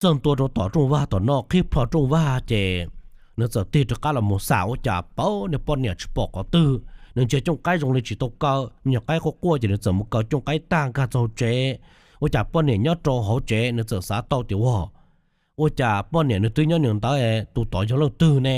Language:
Hmong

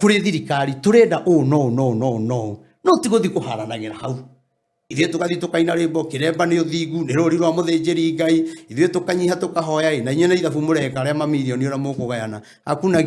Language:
Kikuyu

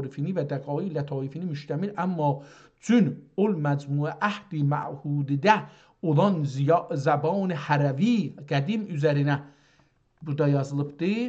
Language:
South Azerbaijani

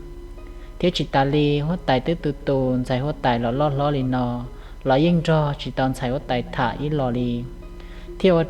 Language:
Hmong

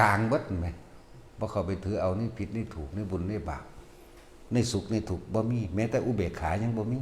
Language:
Northeastern Thai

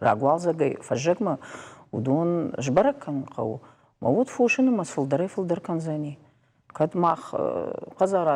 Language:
Ossetic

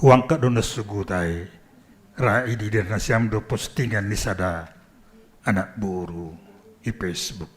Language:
Batak Simalungun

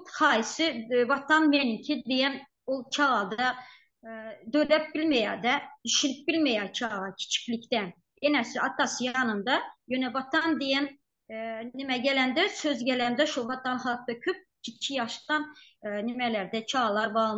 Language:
Turkmen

